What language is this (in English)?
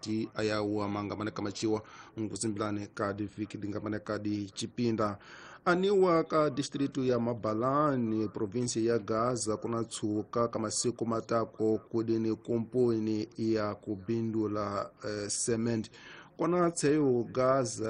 Tsonga